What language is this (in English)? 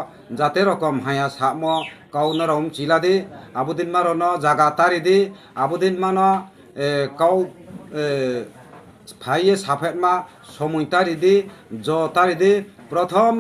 Riang (India)